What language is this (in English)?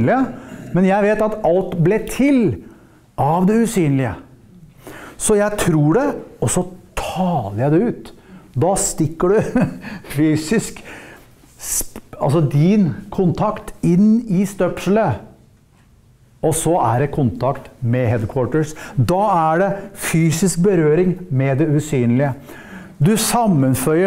Norwegian